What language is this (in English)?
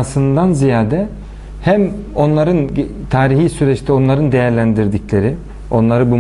Turkish